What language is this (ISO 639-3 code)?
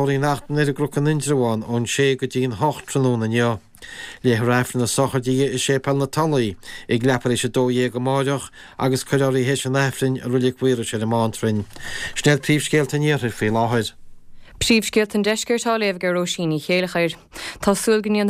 gle